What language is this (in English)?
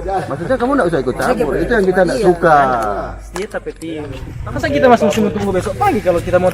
Manado Malay